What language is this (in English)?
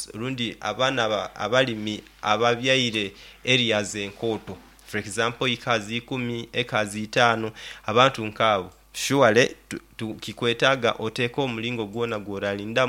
Nyoro